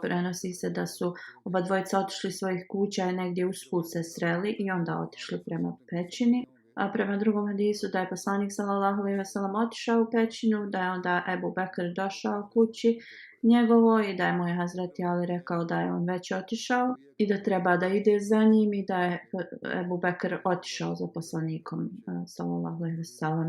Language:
Bosnian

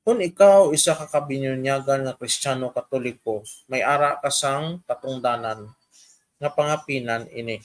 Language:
Hiligaynon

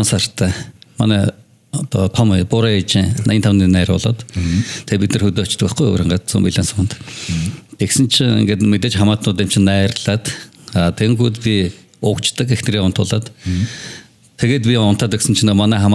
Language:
Mongolian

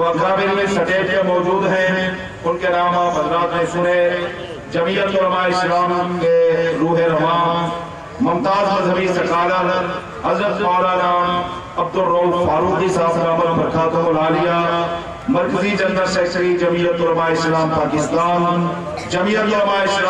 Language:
Urdu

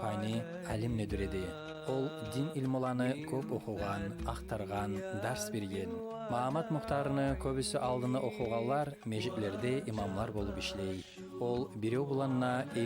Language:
Kumyk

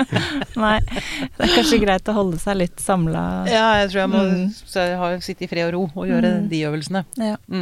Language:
Norwegian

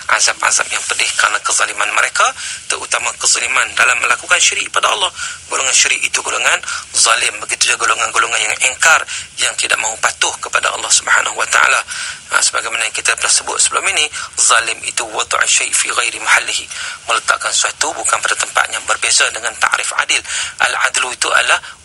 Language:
Malay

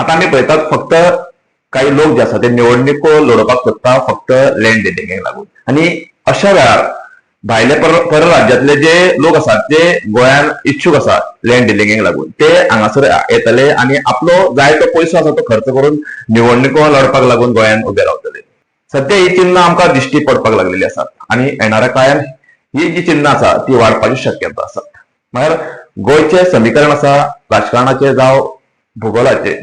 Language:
Konkani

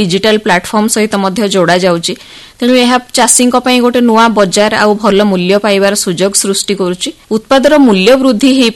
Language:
Odia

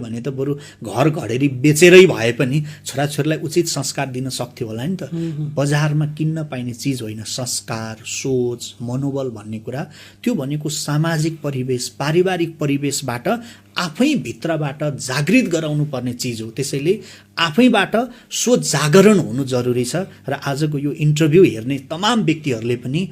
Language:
Nepali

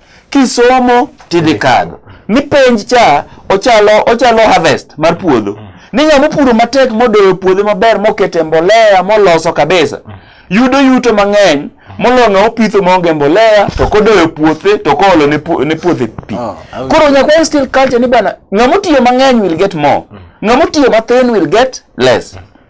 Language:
Luo (Kenya and Tanzania)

